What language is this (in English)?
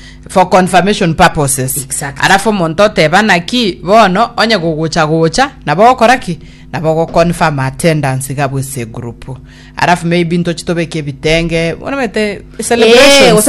Gusii